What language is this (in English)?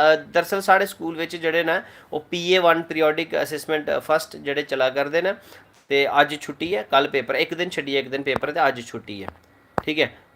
Dogri